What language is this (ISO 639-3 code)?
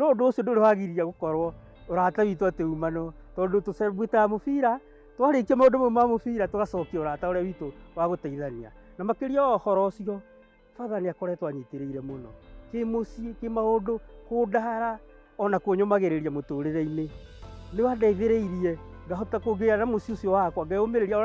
kik